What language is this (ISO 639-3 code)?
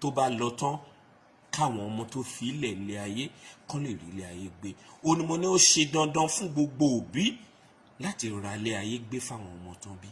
yor